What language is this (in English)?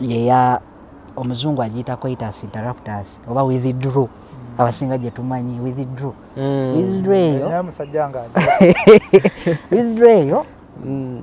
Ganda